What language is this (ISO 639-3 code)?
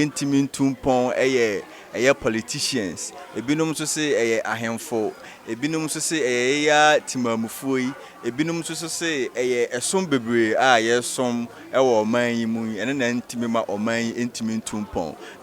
aka